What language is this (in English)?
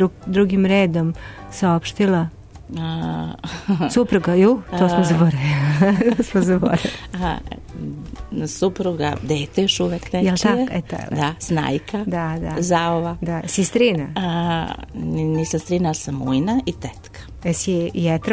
Serbian